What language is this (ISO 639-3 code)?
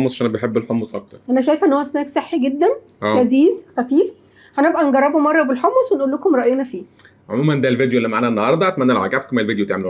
arz